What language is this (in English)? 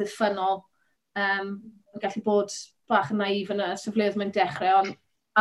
Welsh